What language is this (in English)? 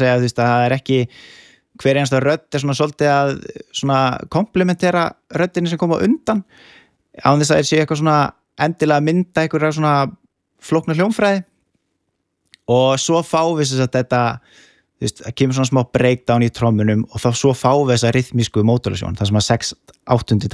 Icelandic